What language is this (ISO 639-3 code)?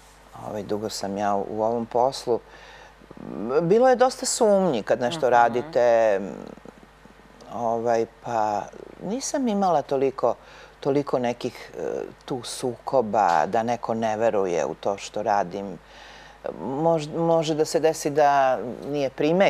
srp